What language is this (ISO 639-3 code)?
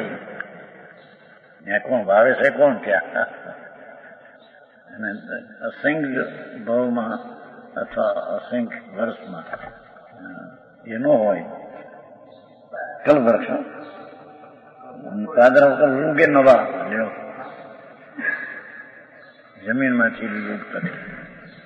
guj